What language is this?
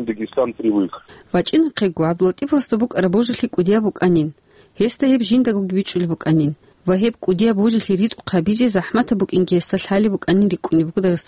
Avaric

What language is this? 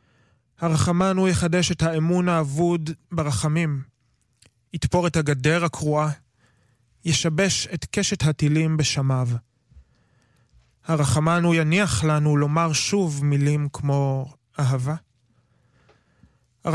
Hebrew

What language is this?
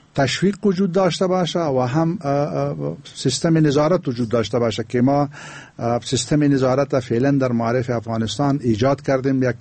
Persian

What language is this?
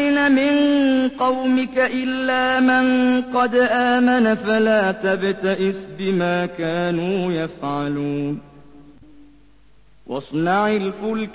Arabic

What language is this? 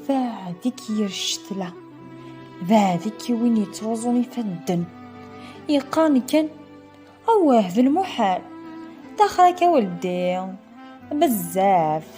Kabyle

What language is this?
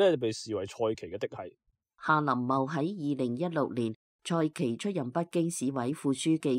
Cantonese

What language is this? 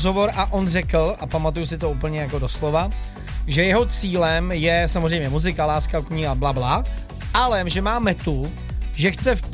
Czech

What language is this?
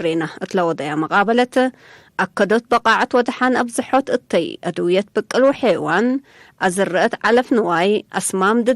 Tigre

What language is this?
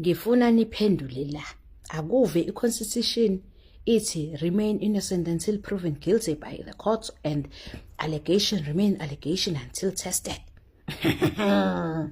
Zulu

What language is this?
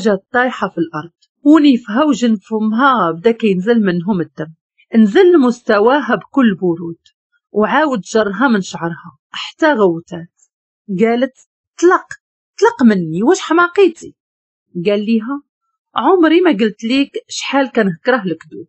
Moroccan Arabic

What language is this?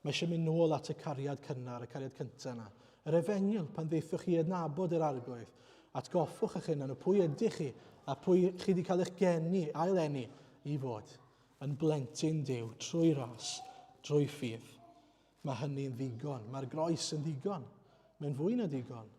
Welsh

